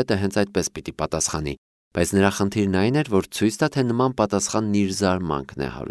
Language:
Armenian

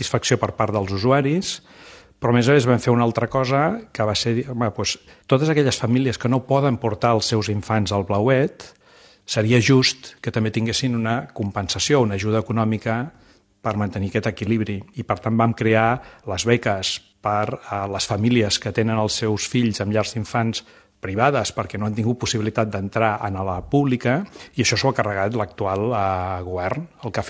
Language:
Catalan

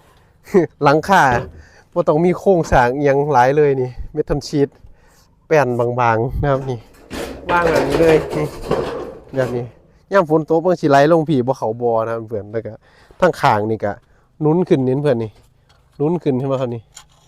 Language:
Northeastern Thai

